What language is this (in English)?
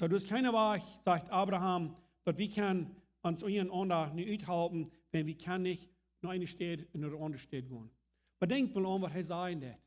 Plautdietsch